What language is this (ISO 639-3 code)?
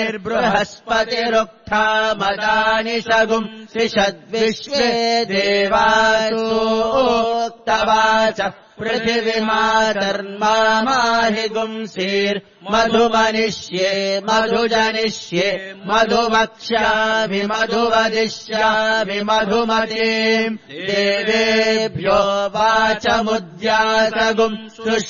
san